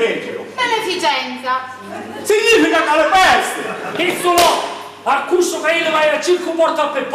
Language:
Sicilian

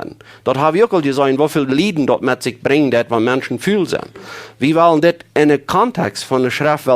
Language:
Plautdietsch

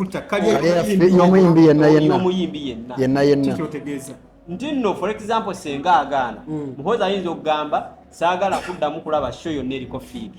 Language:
Ganda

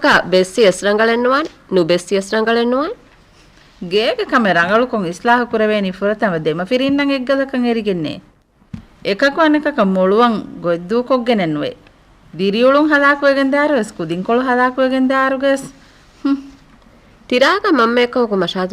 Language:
Divehi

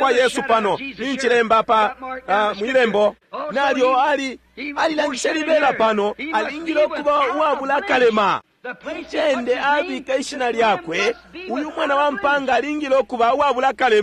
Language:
Bemba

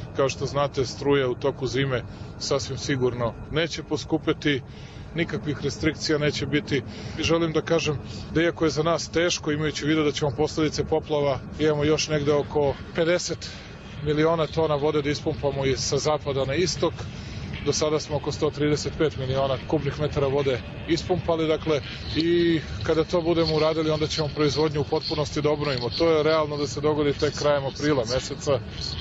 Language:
Serbian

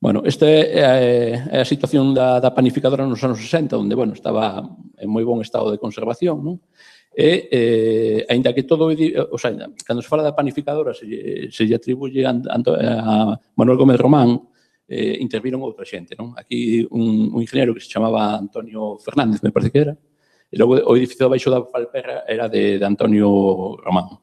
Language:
Galician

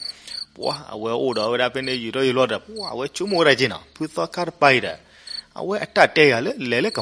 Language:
S'gaw Karen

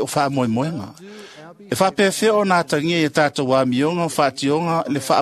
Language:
Samoan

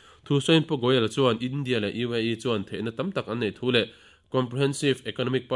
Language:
Mizo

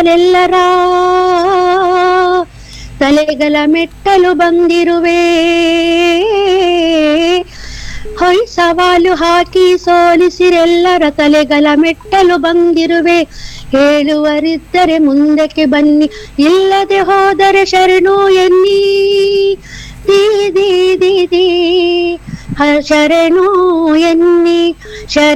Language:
Kannada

